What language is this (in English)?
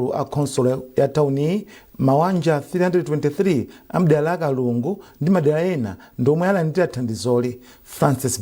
Nyanja